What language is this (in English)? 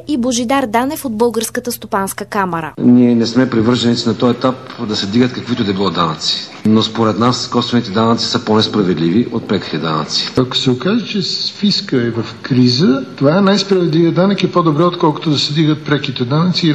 Bulgarian